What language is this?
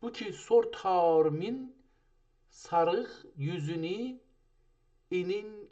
South Azerbaijani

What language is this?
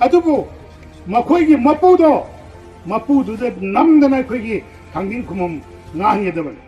Manipuri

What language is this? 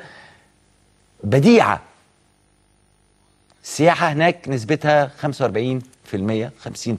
Egyptian Arabic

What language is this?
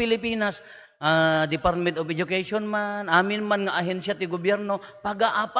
Iloko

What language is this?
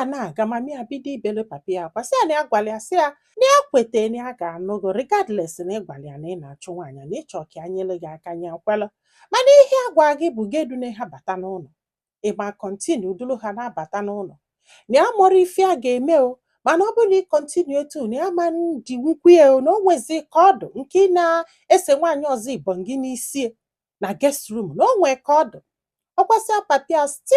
Igbo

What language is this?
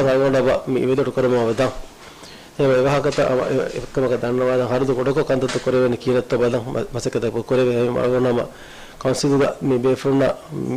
Divehi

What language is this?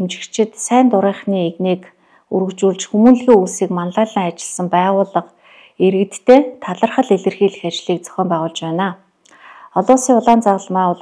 Mongolian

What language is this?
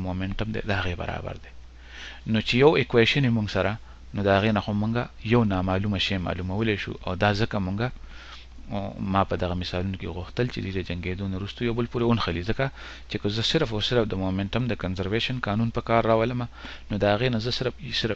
Pashto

